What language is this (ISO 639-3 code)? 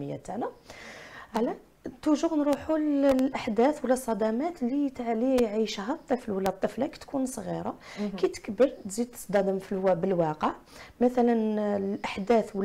arq